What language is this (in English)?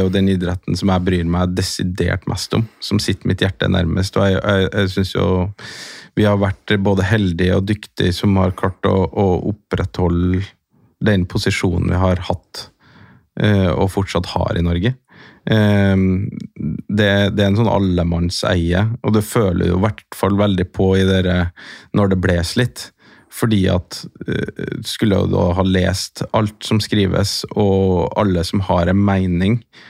Norwegian